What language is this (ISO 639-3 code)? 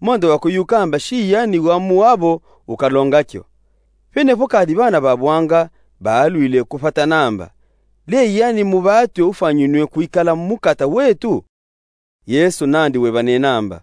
lub